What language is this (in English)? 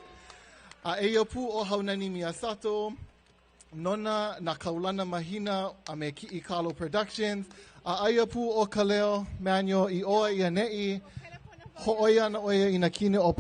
Hawaiian